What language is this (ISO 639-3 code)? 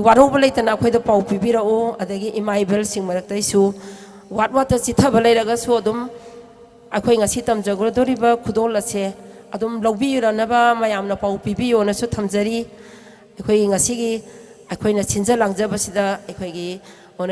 mni